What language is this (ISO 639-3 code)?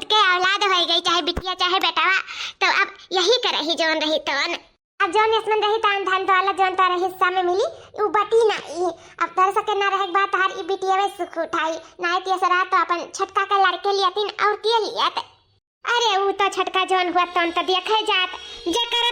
awa